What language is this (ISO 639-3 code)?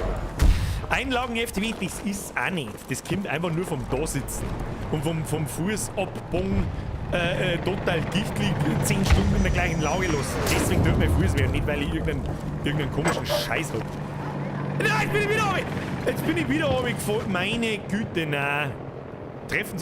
bar